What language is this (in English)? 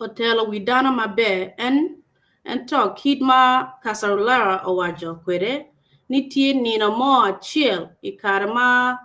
Acoli